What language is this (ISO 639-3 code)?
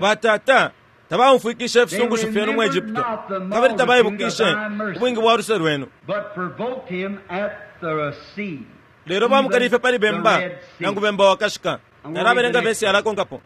bem